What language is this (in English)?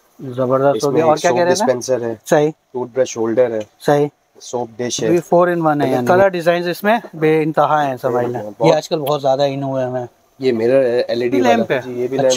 Hindi